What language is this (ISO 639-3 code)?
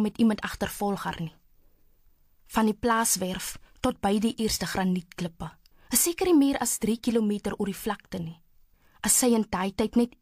afr